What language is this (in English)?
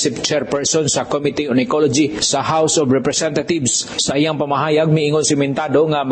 Cebuano